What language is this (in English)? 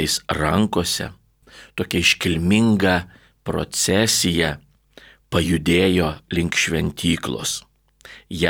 Lithuanian